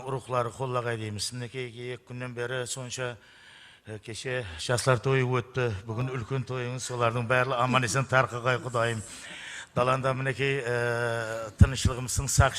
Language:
Kara-Kalpak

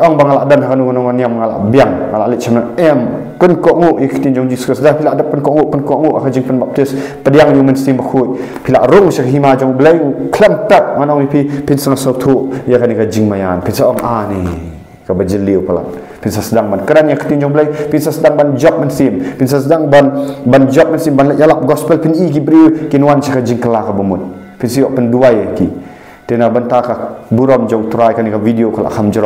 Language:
Khasi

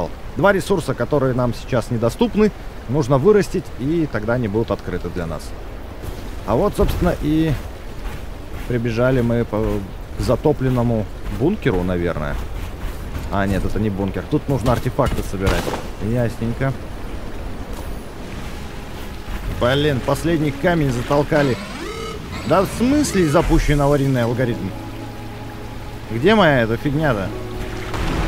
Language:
Russian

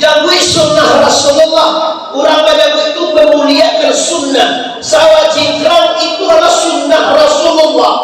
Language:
Minangkabau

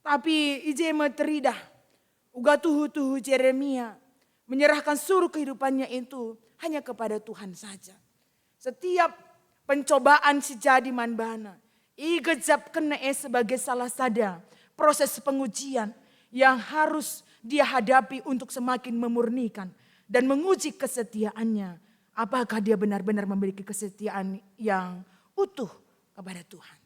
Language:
Batak Karo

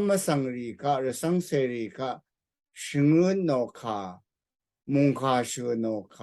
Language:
Rawang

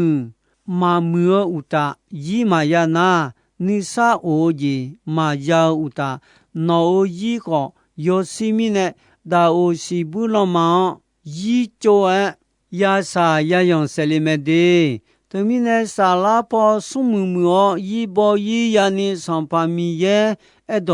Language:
Akha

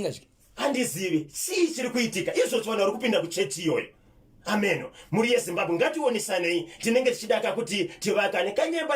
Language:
Shona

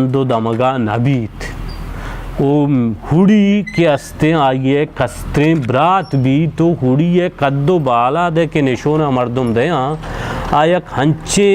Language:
Baluchi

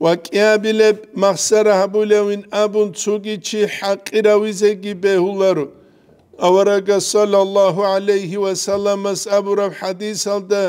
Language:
Avaric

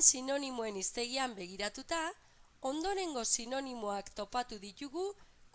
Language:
Basque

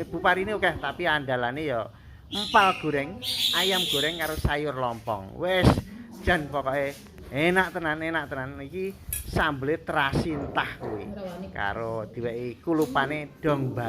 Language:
Javanese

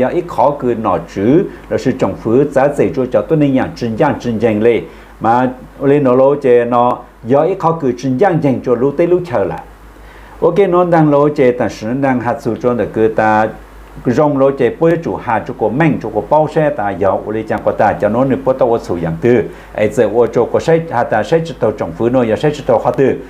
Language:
Hmong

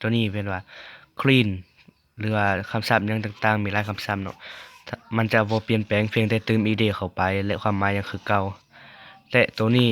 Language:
Lao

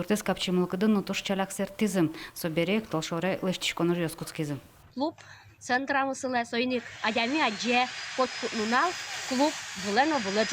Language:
Udmurt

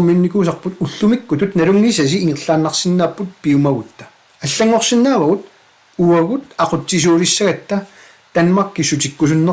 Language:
Kalaallisut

